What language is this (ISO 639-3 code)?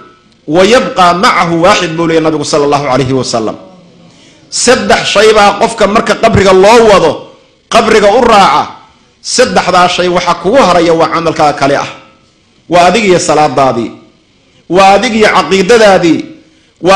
som